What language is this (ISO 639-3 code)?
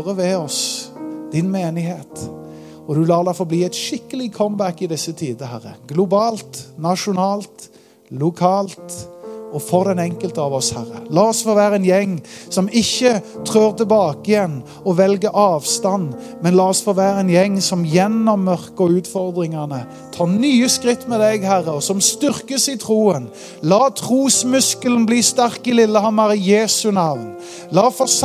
nor